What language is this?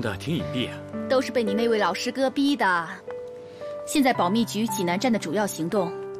Chinese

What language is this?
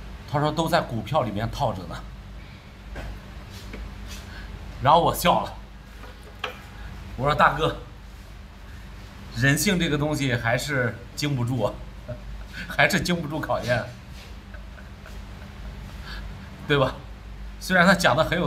Chinese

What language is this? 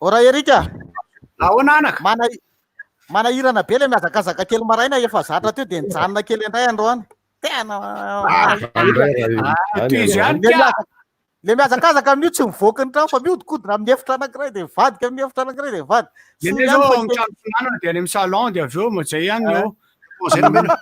Malagasy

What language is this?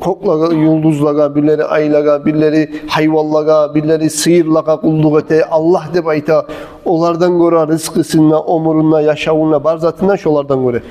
Kumyk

